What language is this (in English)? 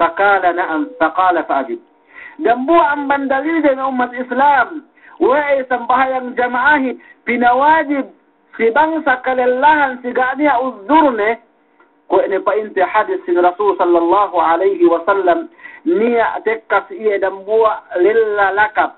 Yakan